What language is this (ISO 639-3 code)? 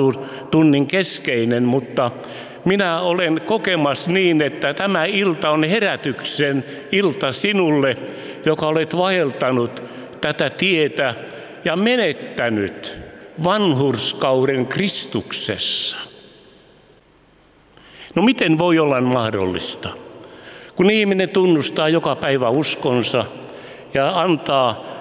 fin